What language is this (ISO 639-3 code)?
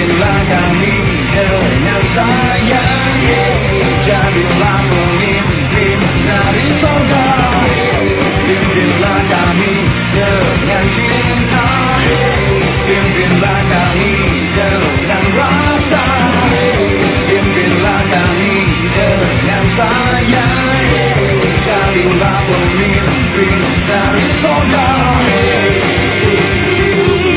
ind